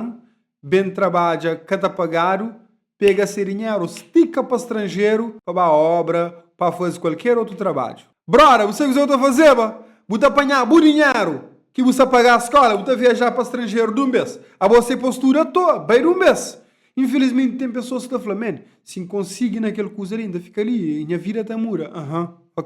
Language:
Kabuverdianu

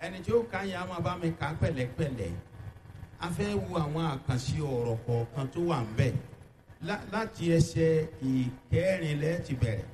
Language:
Yoruba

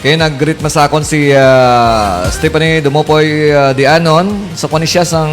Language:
Hiligaynon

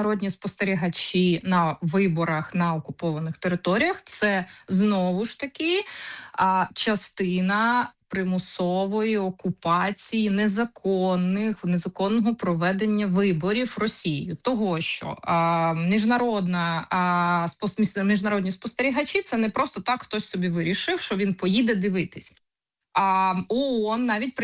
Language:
Ukrainian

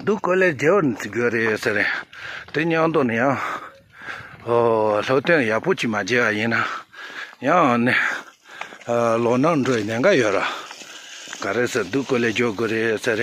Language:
Tibetan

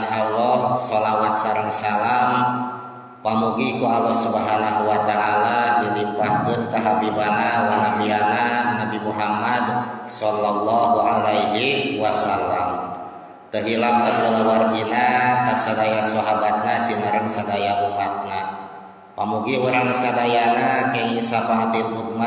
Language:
Sundanese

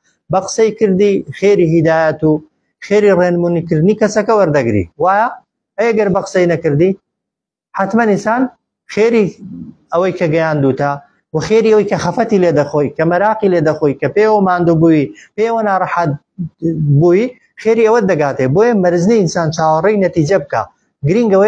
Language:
Central Kurdish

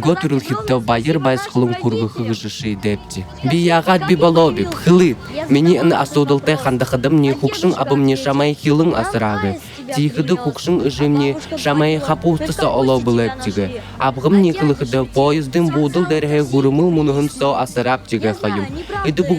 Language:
Buriat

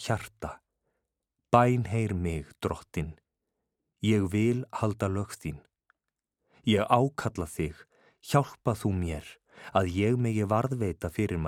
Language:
Icelandic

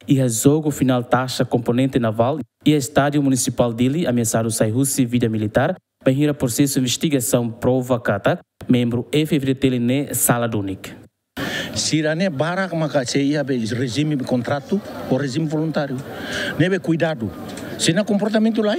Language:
Tetum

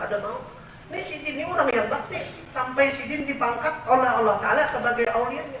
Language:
Banjar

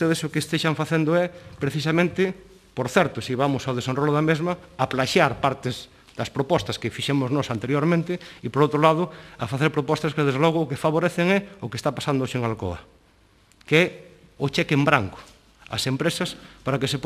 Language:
Galician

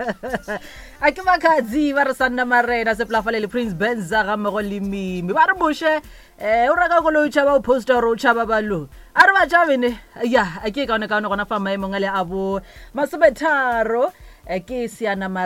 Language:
Northern Sotho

